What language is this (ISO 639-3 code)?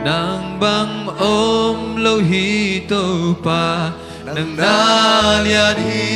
ctd